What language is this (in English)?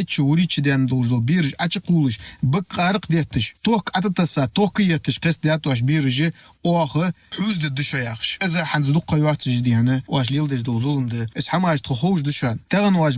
Ingush